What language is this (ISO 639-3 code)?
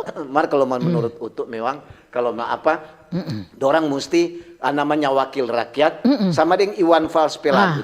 xmm